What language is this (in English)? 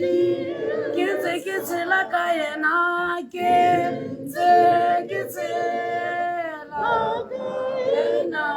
Tswana